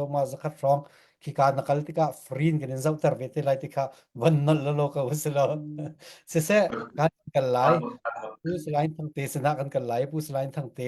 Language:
Falam Chin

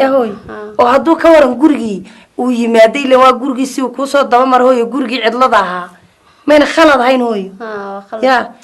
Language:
Somali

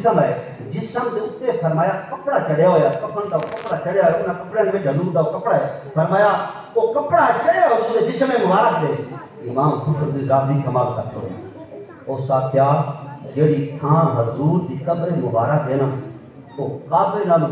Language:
Saraiki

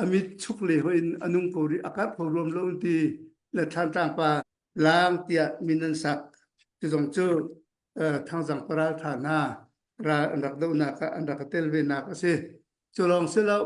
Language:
Hakha Chin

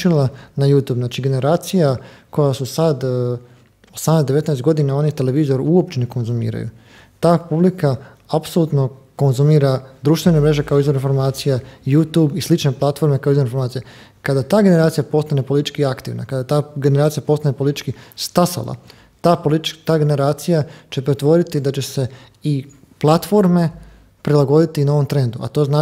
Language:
Croatian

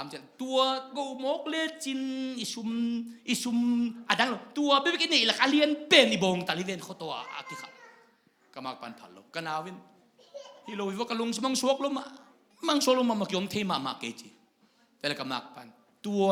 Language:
Tedim Chin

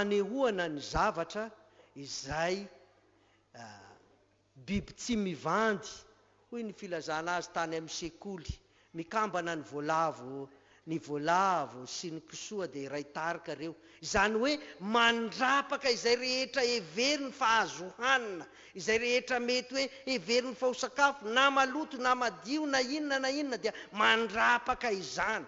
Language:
Malagasy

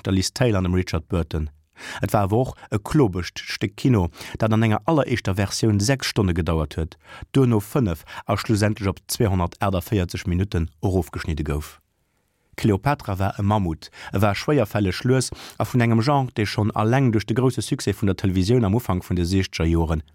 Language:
Luxembourgish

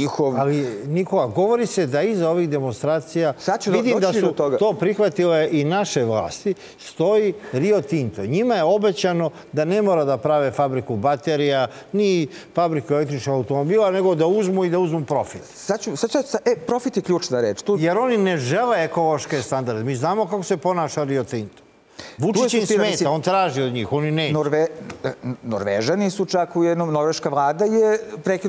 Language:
Serbian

